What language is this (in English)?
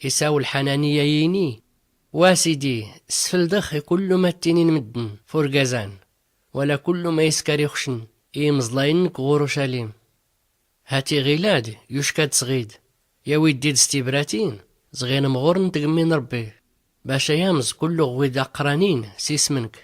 Tachelhit